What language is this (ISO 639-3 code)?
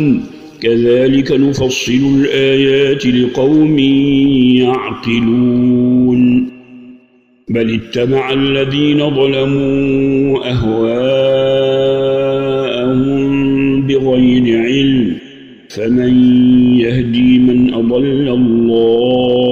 ara